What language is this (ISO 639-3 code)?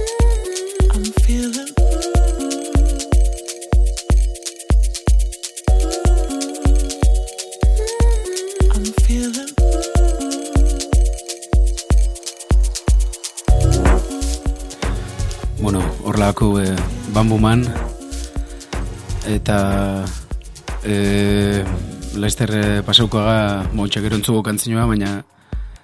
eus